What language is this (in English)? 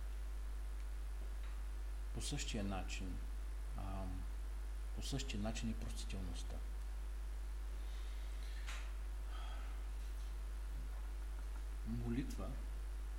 Bulgarian